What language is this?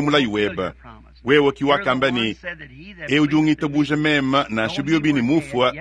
Luba-Lulua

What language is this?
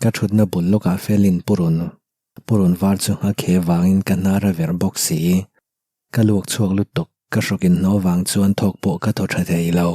Mizo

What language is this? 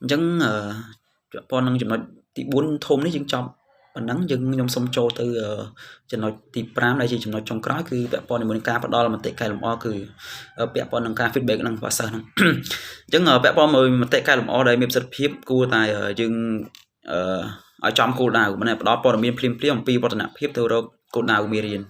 Khmer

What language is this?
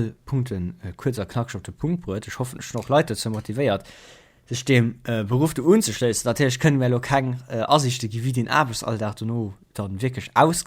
Luxembourgish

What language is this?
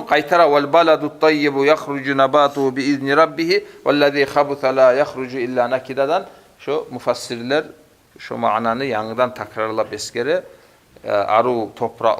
Kumyk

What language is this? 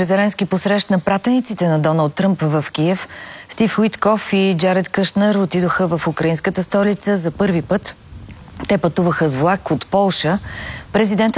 Bulgarian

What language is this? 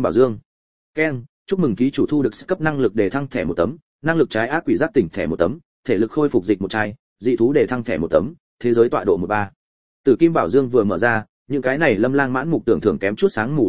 Vietnamese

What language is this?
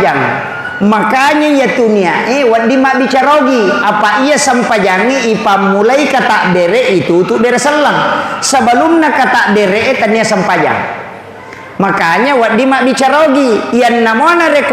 Buginese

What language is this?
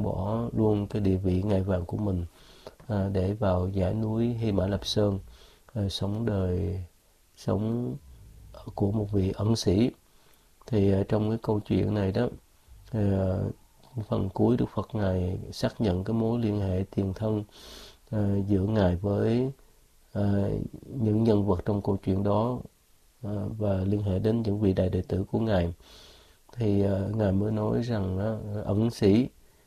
Vietnamese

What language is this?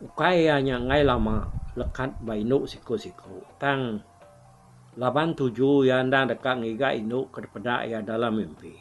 Iban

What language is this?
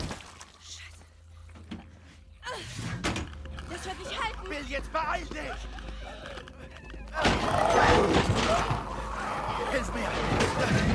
German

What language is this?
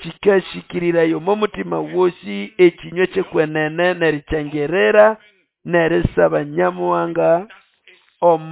Nande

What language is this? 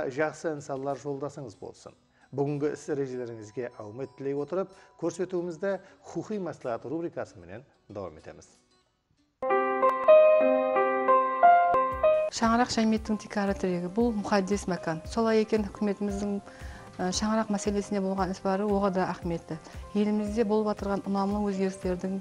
Kara-Kalpak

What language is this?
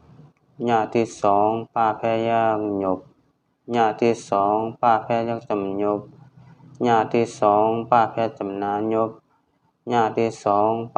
Shan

